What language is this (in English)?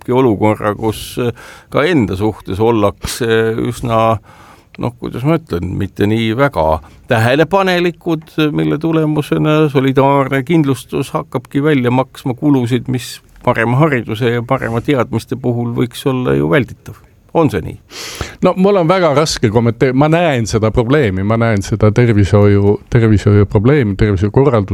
Estonian